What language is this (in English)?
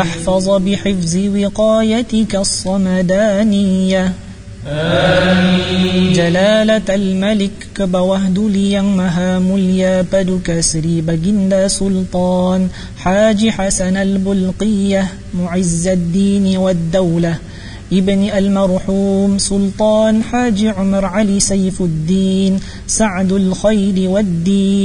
Arabic